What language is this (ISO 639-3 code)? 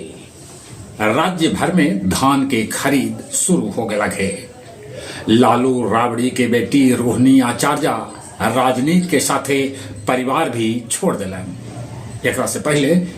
mag